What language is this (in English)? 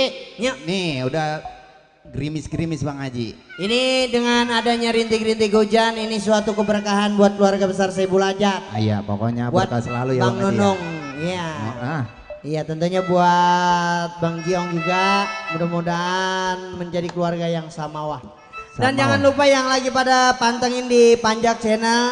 Betawi